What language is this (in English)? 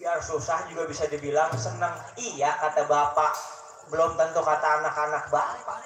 Betawi